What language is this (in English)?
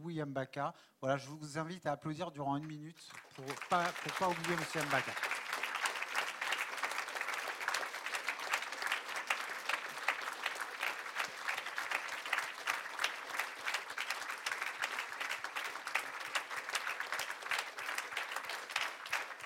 French